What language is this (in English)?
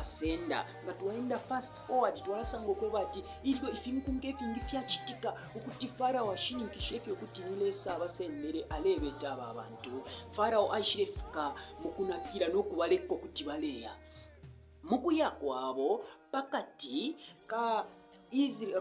Bemba